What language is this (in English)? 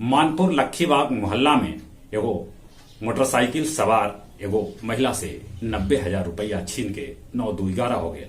Magahi